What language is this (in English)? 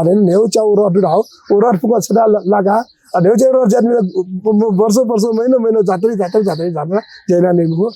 Newari